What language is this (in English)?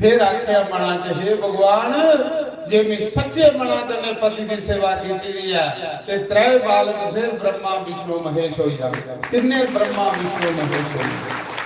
Dogri